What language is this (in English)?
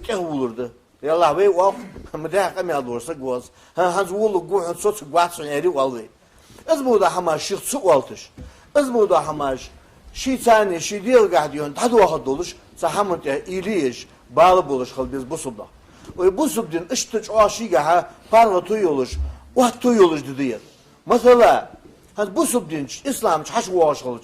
Ingush